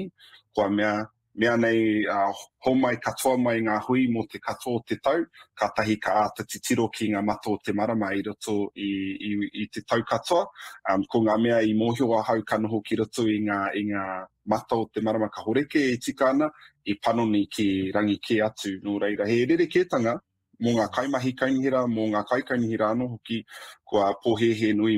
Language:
Māori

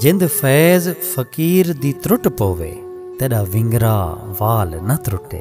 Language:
Saraiki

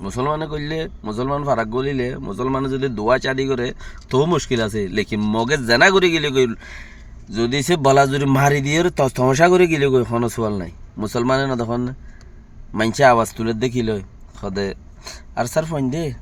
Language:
Rohingya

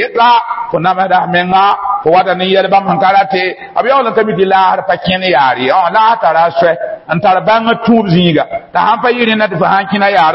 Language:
Mossi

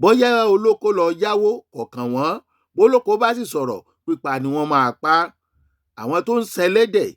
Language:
Yoruba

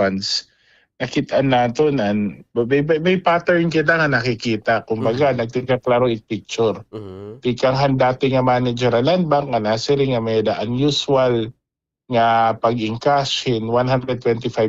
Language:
Waray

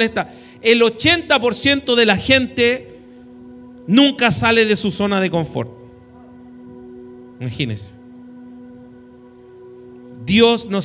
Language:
Spanish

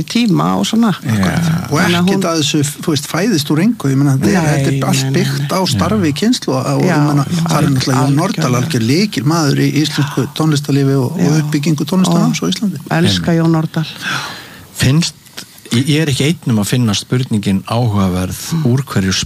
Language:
Icelandic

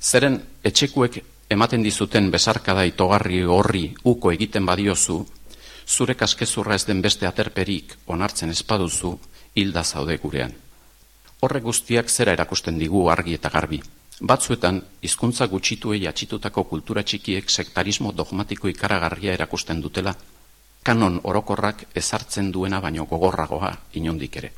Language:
Basque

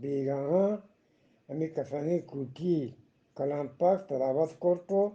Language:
Eastern Balochi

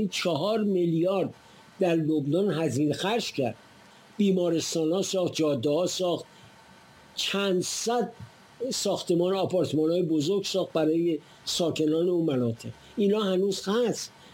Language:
Persian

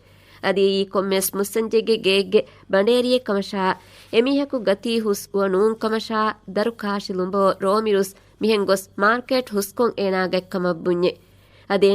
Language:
Divehi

